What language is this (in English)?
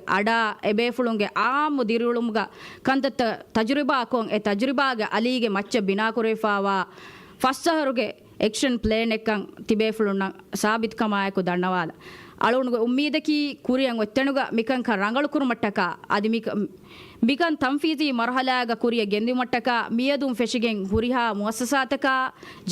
Divehi